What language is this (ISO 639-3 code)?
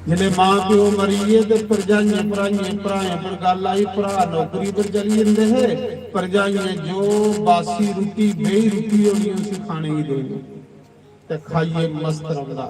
doi